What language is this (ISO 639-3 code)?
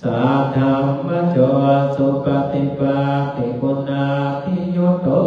pli